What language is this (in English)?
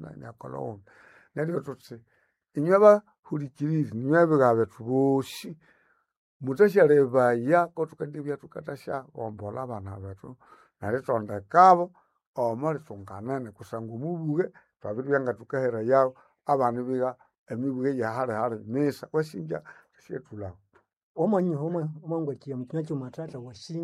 Nande